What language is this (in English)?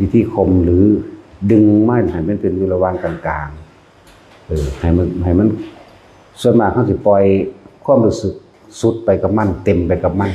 Lao